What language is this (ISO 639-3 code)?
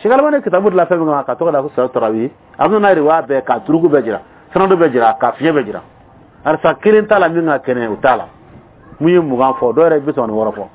bam